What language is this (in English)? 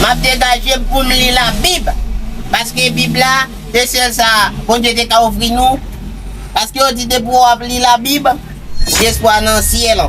Haitian Creole